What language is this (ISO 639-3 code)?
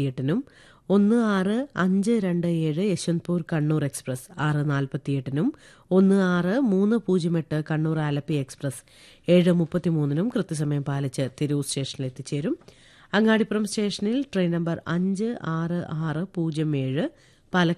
mal